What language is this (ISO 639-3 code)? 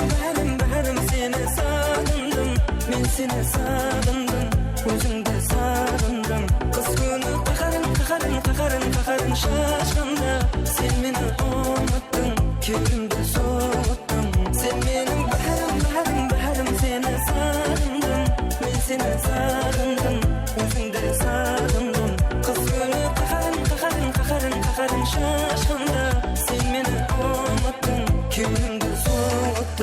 kaa